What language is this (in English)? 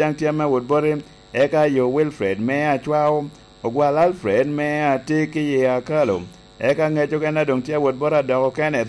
Lango (Uganda)